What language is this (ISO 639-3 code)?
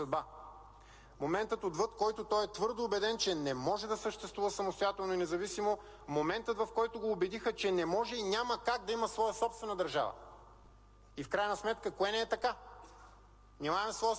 bul